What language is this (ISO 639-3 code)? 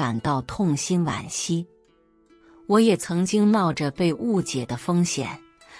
zho